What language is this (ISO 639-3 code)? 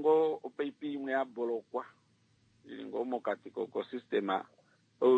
kua